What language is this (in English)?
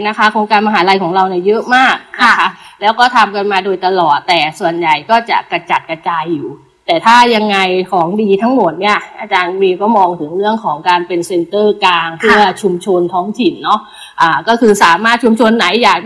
Thai